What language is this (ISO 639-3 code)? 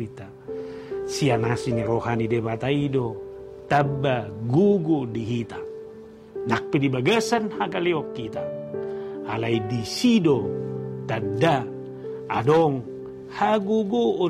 bbc